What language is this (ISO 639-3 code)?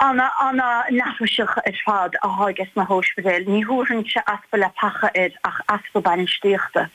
gle